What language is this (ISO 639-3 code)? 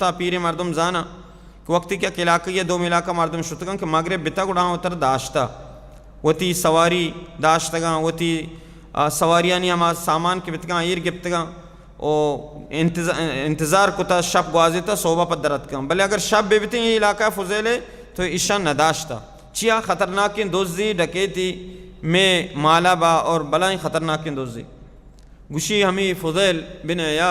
bal